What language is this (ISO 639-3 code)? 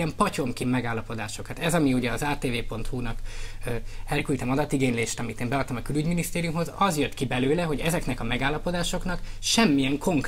hun